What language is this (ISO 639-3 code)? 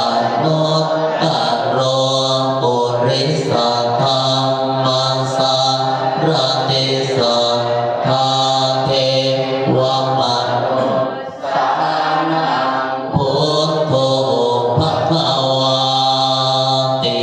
pli